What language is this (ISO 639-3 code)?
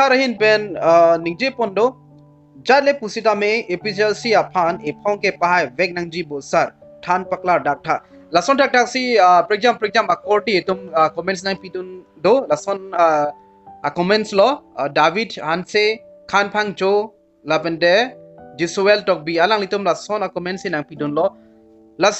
mjw